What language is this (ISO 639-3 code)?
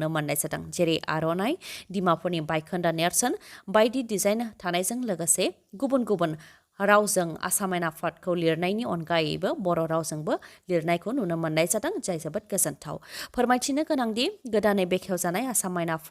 brx